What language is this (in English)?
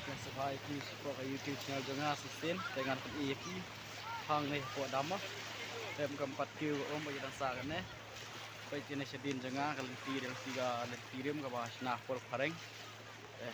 Khasi